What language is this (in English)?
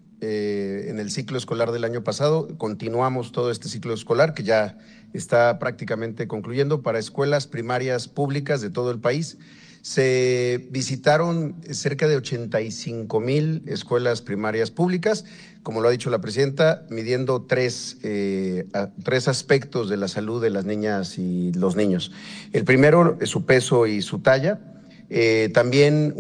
Spanish